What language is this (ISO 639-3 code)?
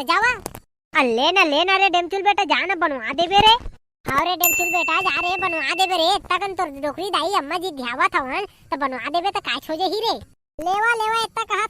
hne